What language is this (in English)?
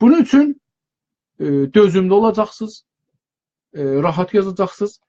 South Azerbaijani